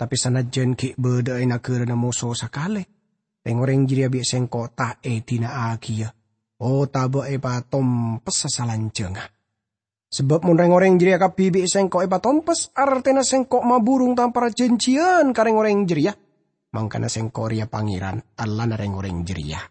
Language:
Madurese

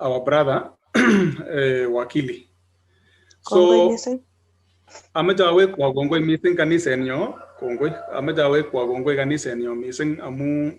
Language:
Kalenjin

